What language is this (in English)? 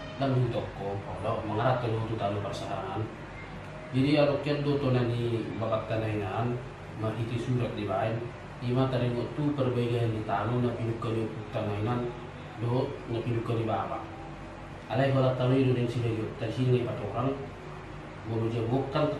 Batak Toba